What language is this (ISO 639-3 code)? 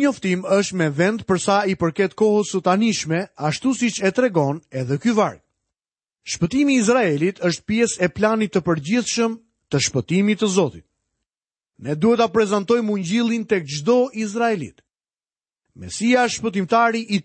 sqi